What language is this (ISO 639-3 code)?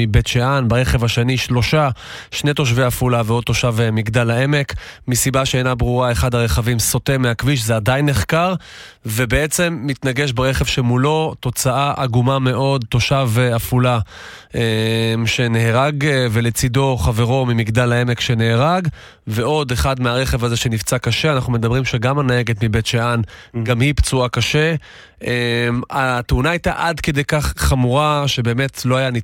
heb